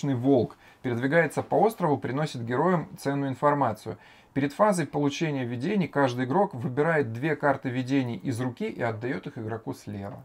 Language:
Russian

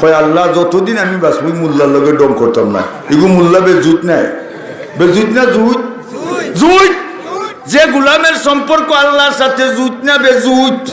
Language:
Sylheti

